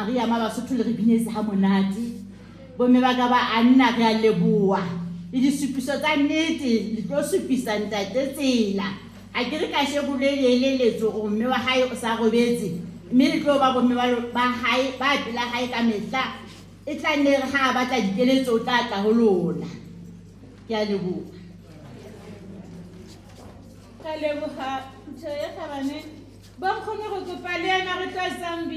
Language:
Southern Sotho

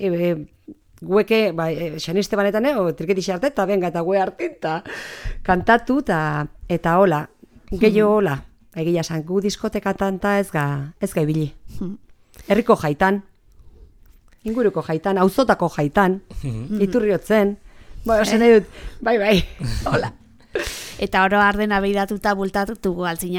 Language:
Basque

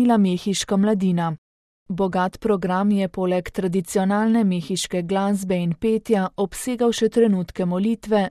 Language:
Slovenian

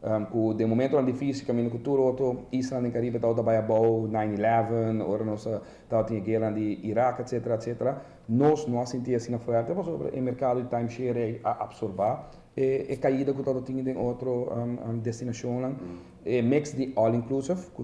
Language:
Papiamento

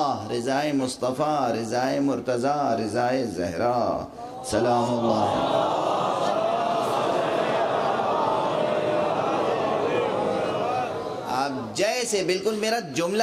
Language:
Urdu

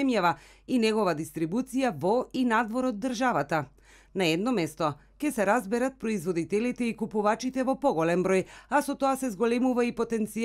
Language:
Macedonian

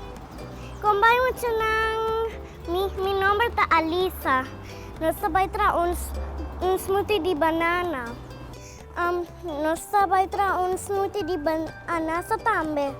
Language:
Papiamento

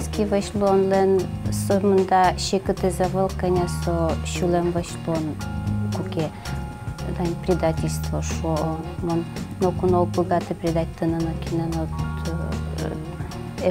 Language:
Udmurt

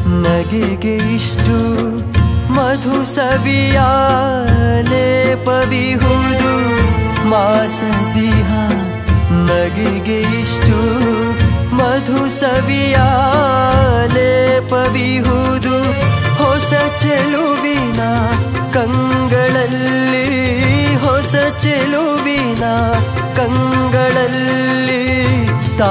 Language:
Kannada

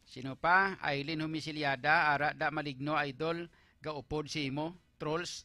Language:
Hiligaynon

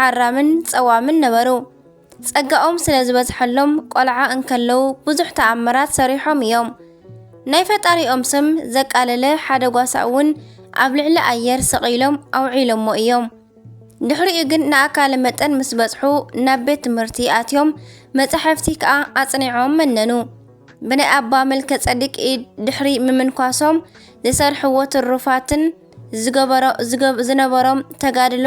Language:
Tigrinya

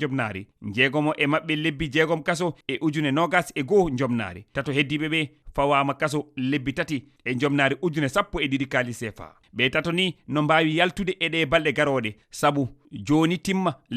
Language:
Fula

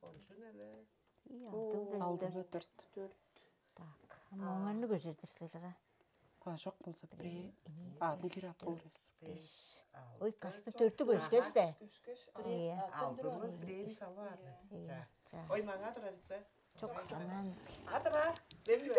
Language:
Tuvinian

